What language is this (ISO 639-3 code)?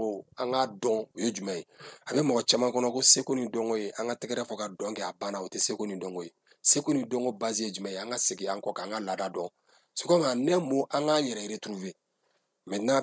bam